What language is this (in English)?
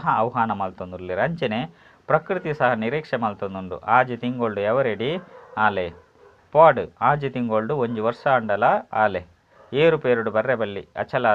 Tulu